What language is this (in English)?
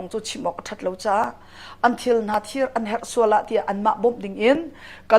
Hakha Chin